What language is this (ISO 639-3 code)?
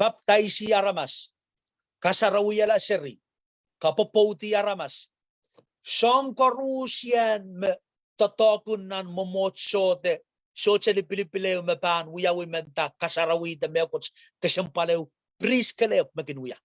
pon